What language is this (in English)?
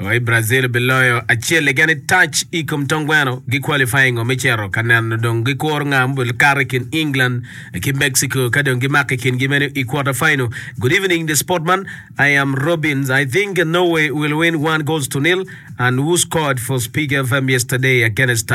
Acoli